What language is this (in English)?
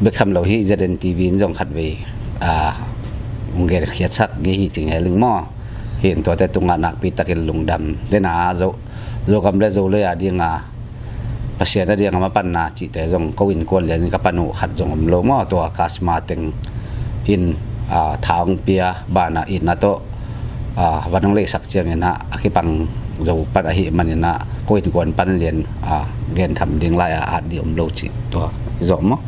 Tedim Chin